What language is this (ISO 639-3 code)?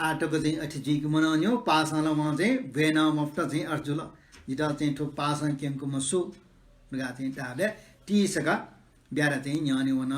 new